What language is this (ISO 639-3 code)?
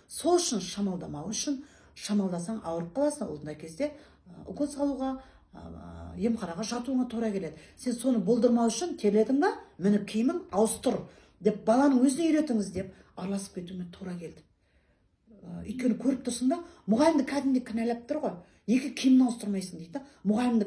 kaz